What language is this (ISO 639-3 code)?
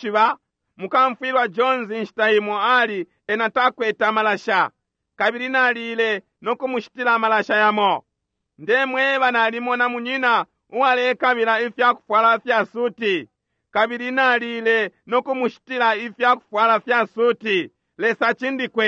bem